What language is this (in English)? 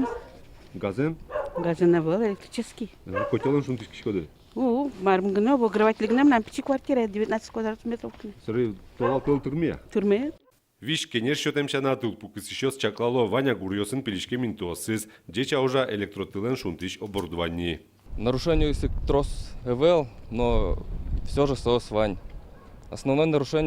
Udmurt